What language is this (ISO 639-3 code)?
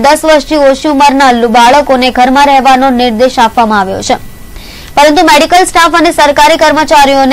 guj